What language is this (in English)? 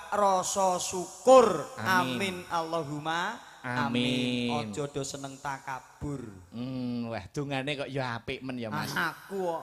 Javanese